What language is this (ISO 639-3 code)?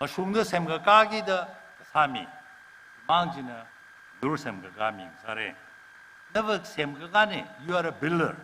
nmf